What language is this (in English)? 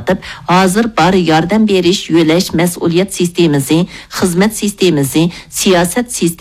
Uyghur